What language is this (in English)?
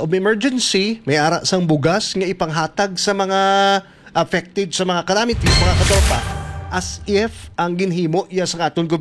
Hiligaynon